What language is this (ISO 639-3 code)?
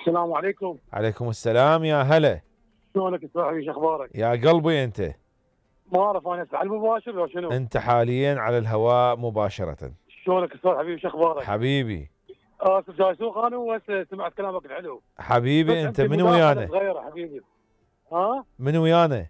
acm